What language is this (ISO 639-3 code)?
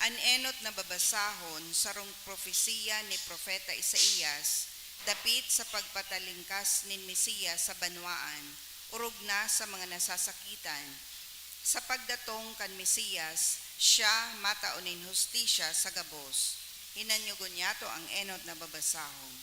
bik